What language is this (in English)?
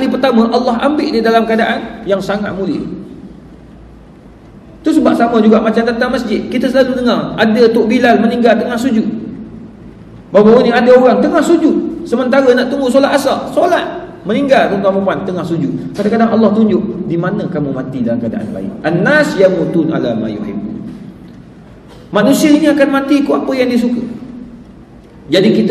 Malay